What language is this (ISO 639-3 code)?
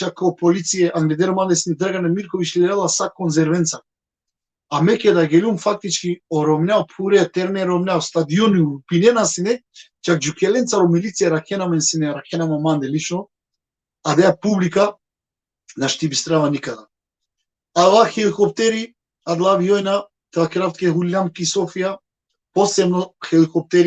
rmn